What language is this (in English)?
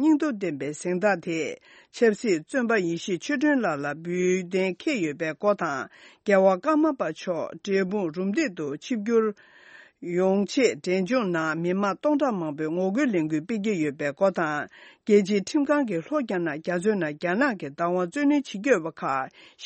Tibetan